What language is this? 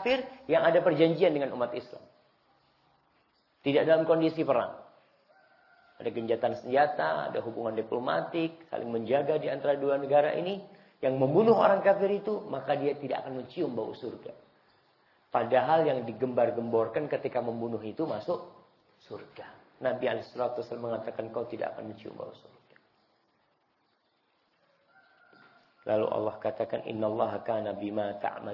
Indonesian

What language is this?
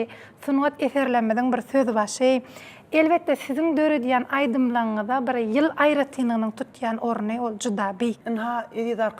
Turkmen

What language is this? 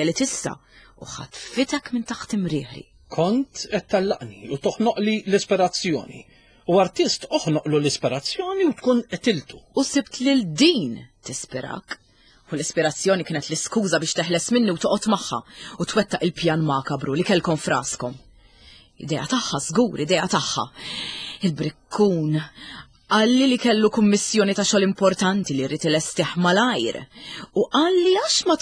Maltese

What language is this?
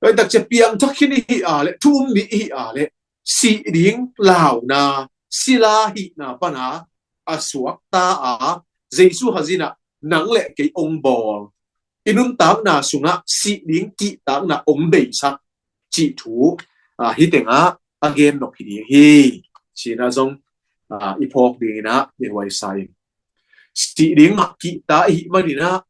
Tedim Chin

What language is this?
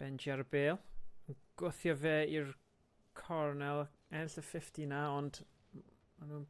Welsh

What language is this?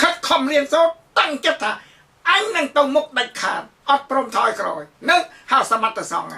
Khmer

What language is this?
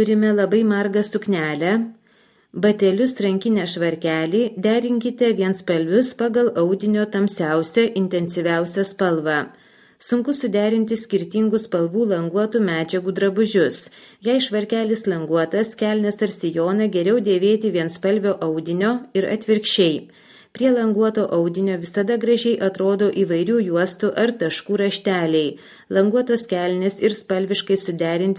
Lithuanian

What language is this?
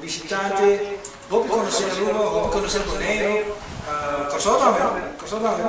Papiamento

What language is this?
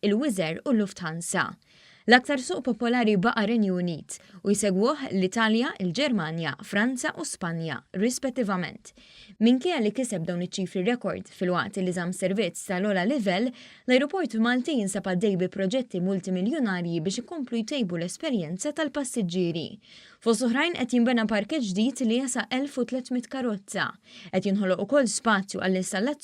Maltese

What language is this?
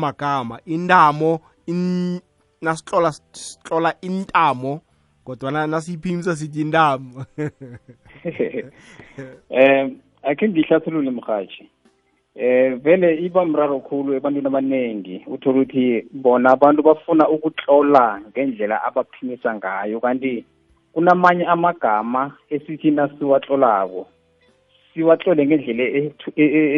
South Ndebele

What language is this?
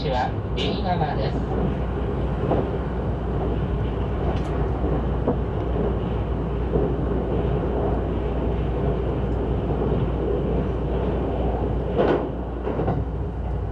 Japanese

